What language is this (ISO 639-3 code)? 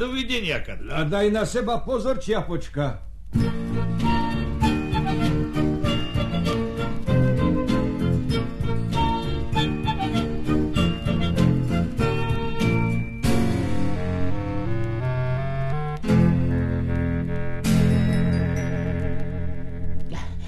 slk